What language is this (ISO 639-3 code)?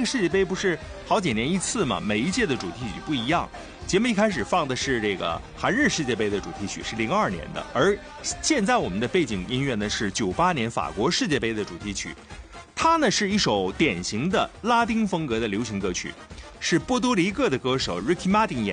zho